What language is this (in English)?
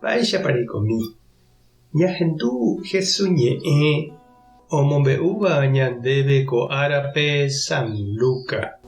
Guarani